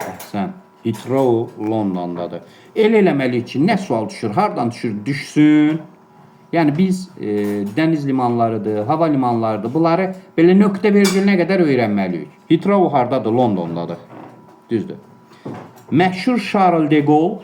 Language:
Azerbaijani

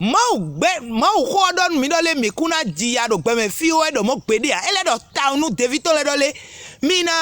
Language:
Fon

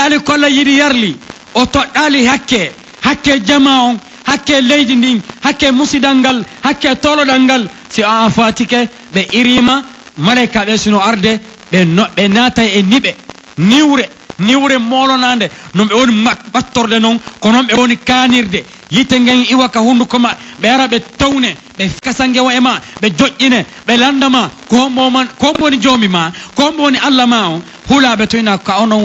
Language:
Pular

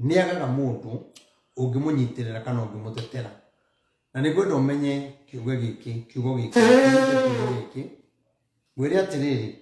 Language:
Kikuyu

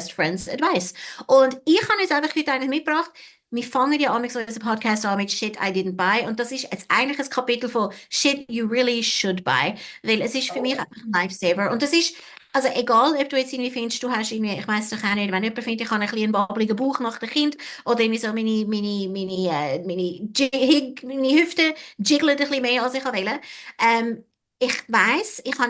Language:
Swiss German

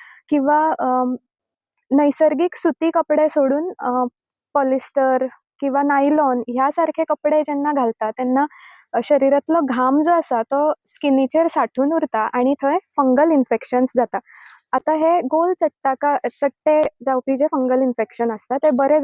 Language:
Konkani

